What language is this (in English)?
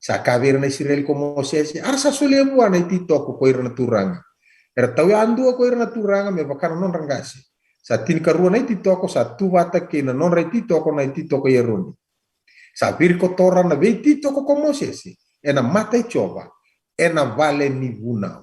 Fijian